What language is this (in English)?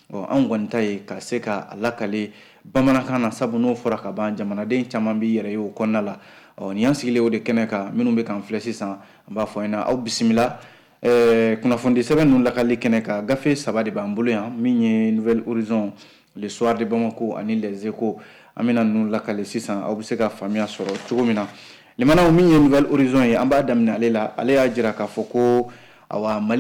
Bambara